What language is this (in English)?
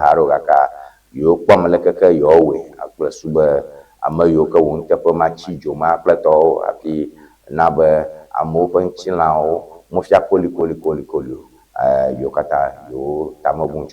Ewe